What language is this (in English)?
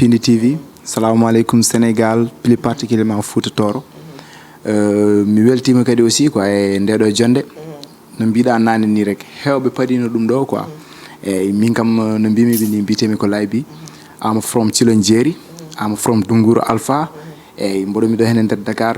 Fula